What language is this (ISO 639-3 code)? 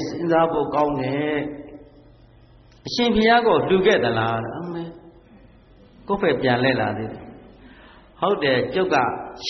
mya